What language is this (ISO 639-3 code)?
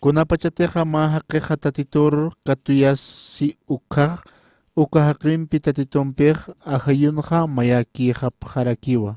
aym